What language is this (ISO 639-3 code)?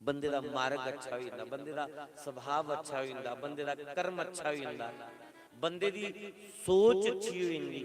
doi